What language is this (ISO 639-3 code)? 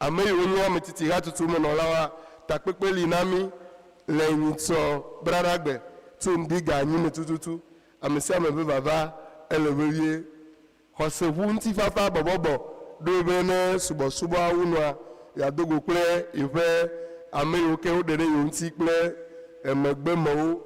ewe